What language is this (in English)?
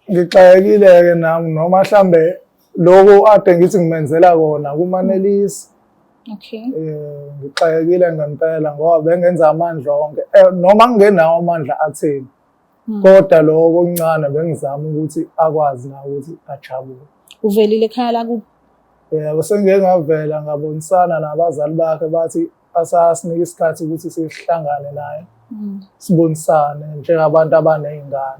Zulu